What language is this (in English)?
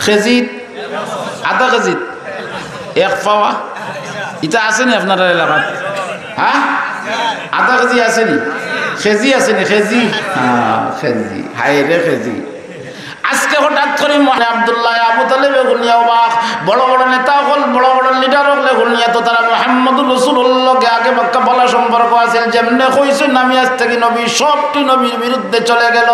Sylheti